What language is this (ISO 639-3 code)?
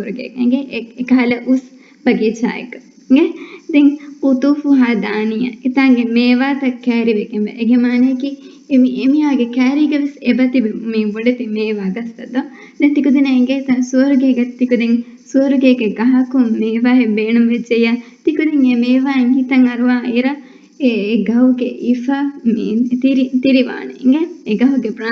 div